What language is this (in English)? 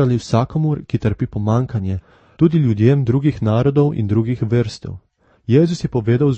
Slovenian